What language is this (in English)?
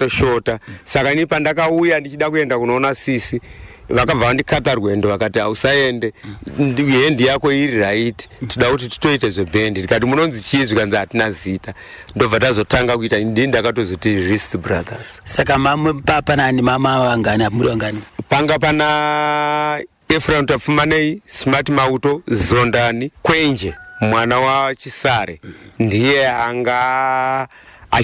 Shona